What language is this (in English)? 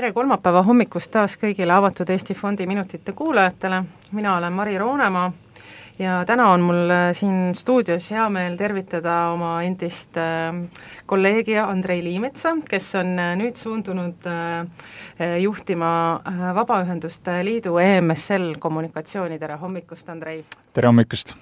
Estonian